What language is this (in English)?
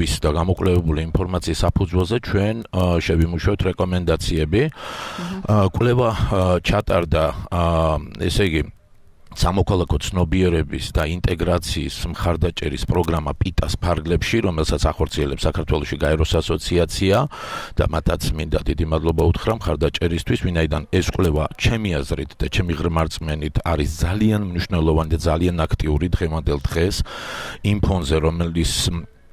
Georgian